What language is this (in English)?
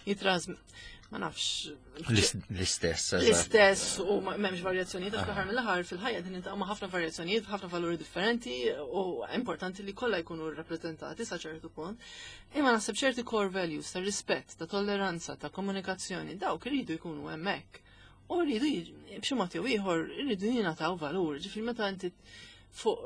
Maltese